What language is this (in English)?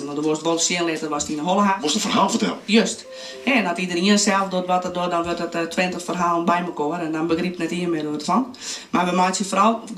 Western Frisian